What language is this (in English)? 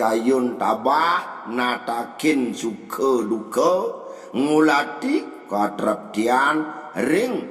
Balinese